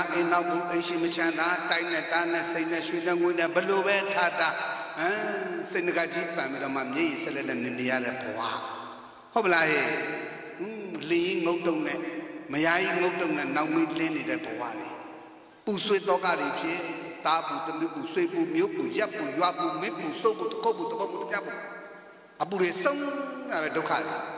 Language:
Burmese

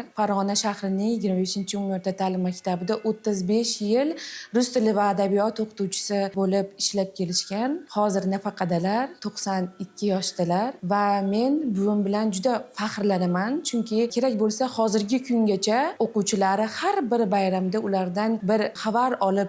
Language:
Uzbek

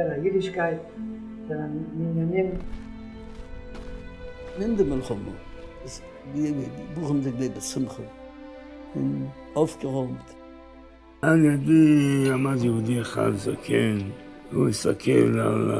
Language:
Hebrew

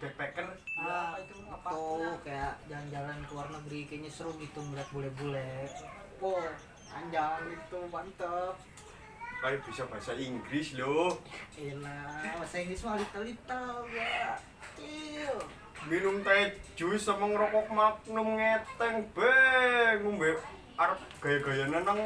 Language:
Betawi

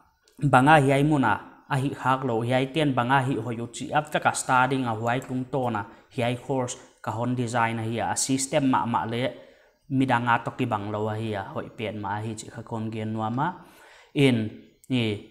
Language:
Paite Chin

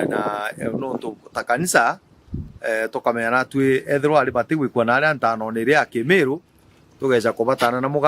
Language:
Meru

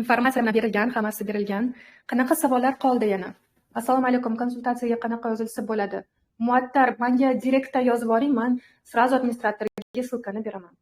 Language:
Uzbek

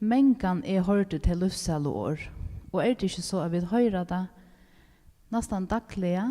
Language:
Faroese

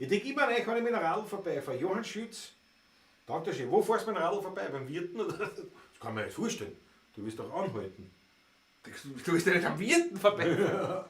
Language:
Bavarian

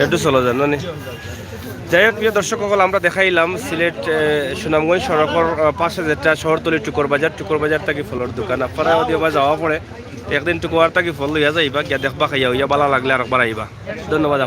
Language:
Sylheti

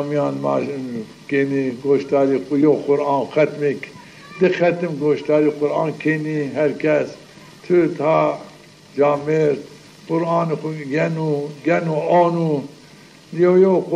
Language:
Zaza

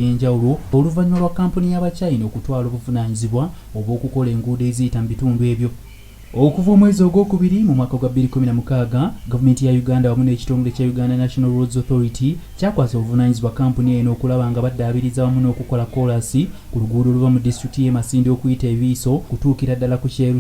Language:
Ganda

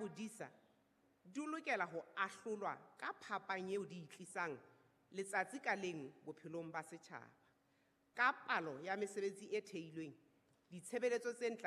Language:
Southern Sotho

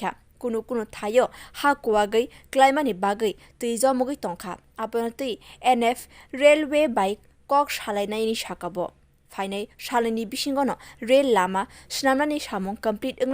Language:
Kok Borok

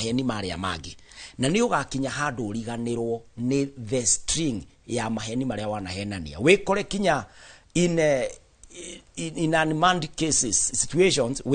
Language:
Kikuyu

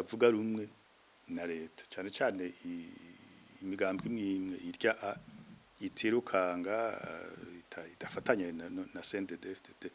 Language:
Rundi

